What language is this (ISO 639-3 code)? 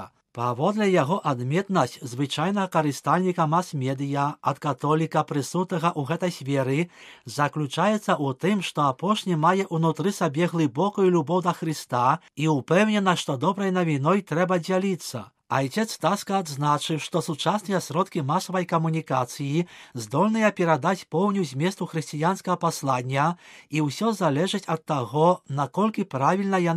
bel